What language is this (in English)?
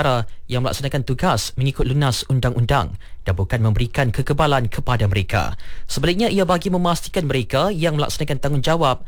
Malay